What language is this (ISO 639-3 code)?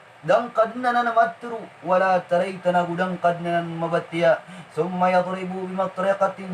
mrw